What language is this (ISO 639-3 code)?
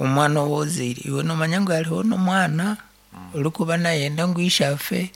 nyn